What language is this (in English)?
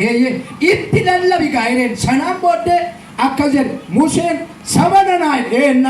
Oromo